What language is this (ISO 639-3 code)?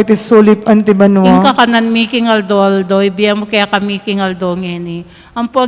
pam